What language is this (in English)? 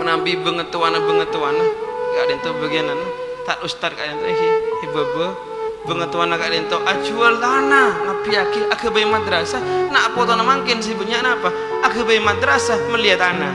Madurese